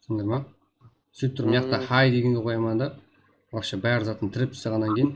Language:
Kara-Kalpak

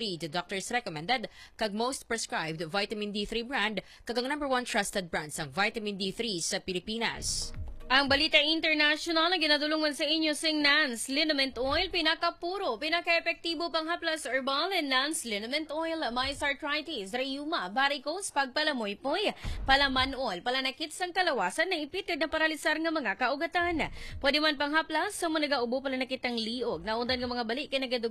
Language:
Hiligaynon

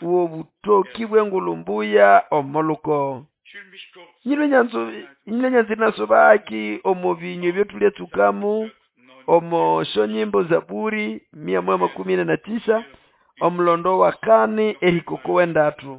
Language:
Nande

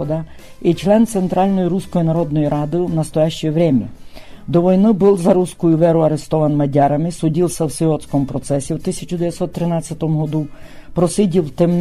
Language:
Rusyn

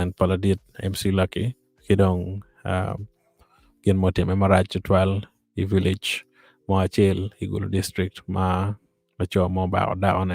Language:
Acoli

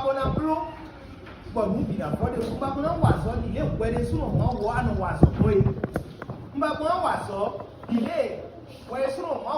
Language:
Fon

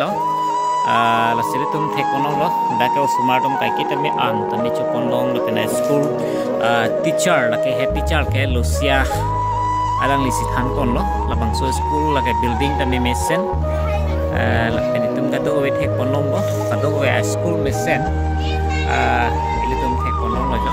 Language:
Karbi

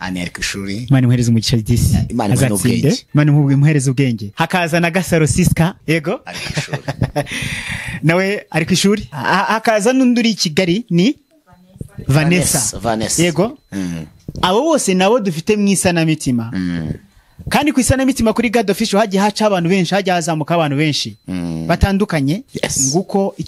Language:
Kinyarwanda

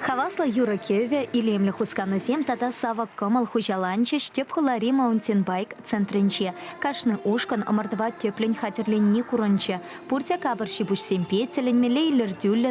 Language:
Chuvash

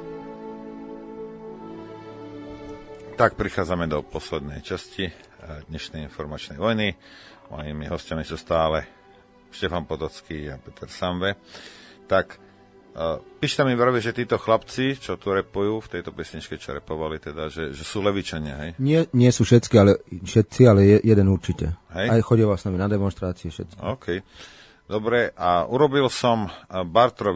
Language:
Slovak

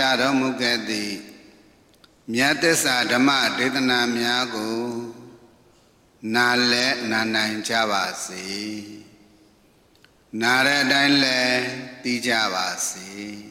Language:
Burmese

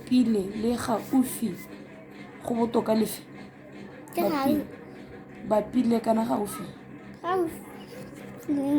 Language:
Tswana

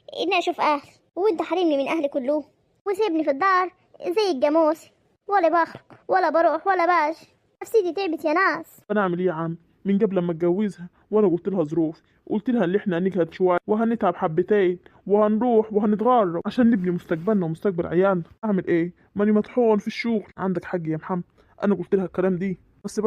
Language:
Egyptian Arabic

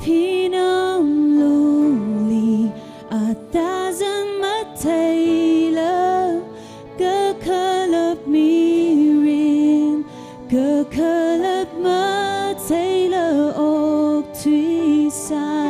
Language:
Tangkhul Naga (India)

